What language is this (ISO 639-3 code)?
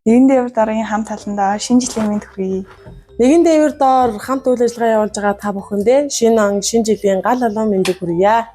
mon